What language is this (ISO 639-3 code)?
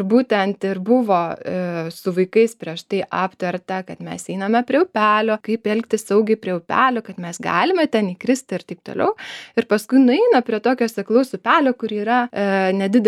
lit